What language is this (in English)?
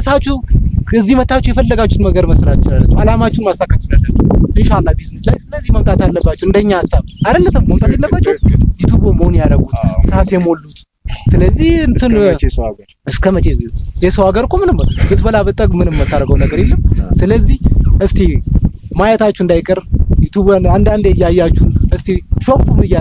Amharic